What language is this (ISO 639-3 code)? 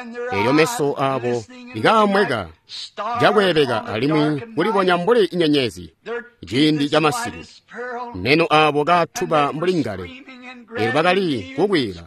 toi